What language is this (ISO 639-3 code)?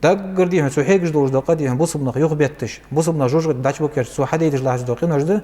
inh